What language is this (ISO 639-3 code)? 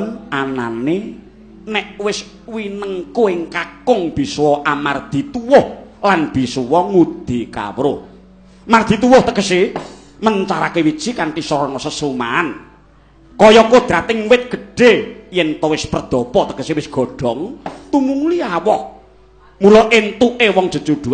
jav